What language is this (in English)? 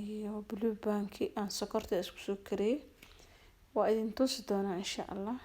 Somali